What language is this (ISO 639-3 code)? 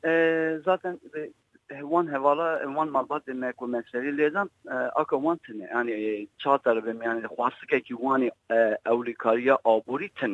kur